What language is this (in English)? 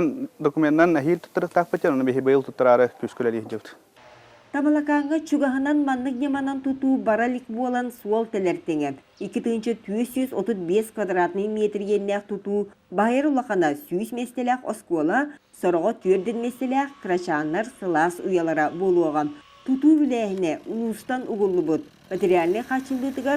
Yakut